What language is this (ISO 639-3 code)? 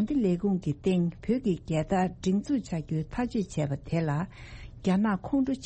bod